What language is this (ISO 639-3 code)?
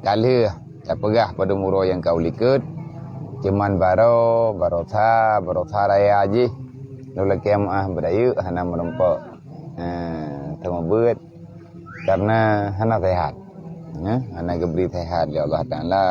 ace